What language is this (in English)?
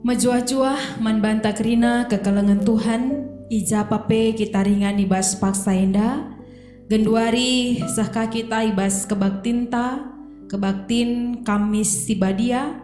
Batak Karo